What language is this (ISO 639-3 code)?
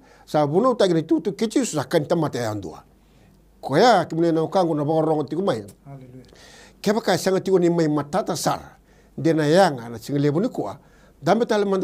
fij